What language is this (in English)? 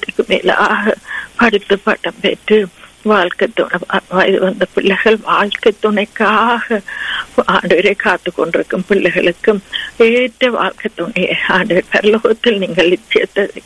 Tamil